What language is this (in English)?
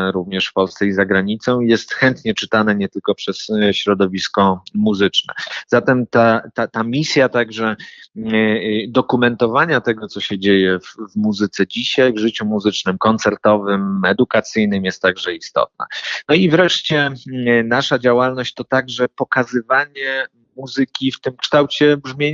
Polish